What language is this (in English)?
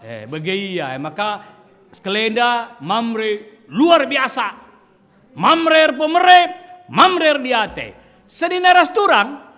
Batak Karo